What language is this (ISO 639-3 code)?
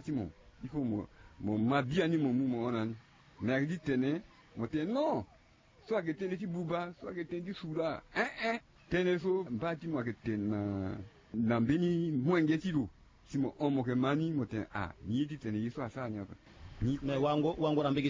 sag